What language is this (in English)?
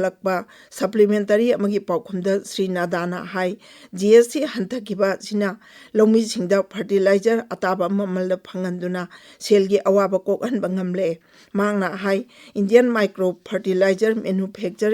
Manipuri